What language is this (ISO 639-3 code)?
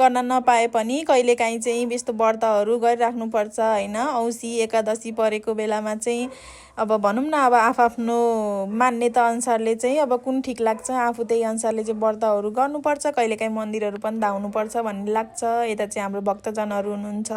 nep